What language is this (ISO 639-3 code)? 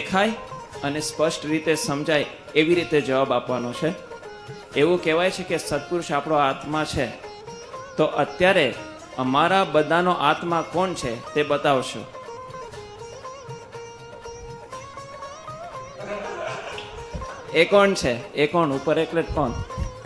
guj